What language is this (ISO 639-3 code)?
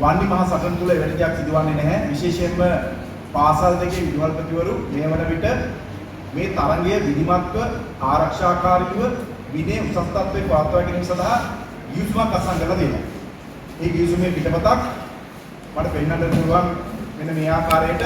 sin